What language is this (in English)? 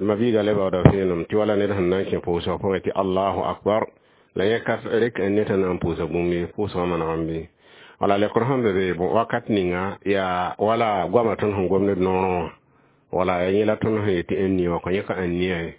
Mossi